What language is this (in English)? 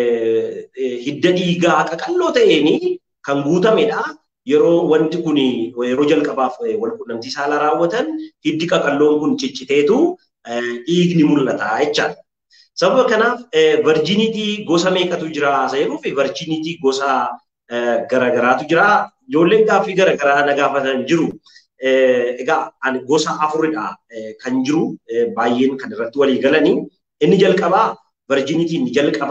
Oromo